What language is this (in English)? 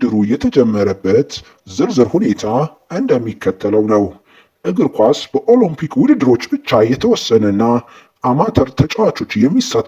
Amharic